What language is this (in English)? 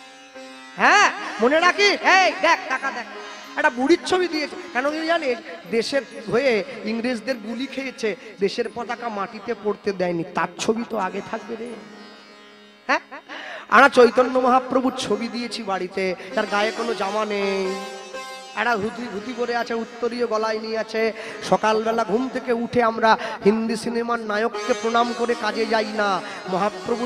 Bangla